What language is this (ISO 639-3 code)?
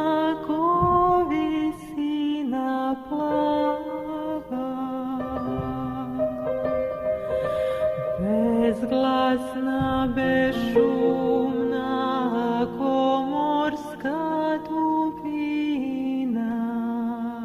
hrv